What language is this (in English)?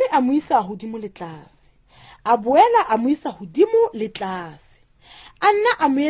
Southern Sotho